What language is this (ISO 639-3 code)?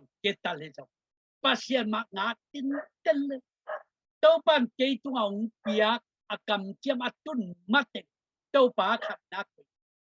ctd